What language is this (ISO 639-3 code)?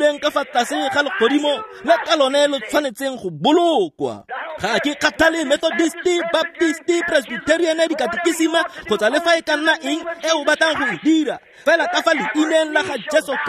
tsn